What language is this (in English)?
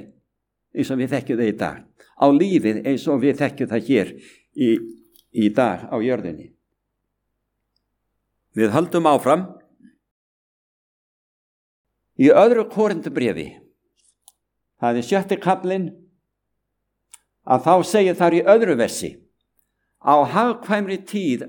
Icelandic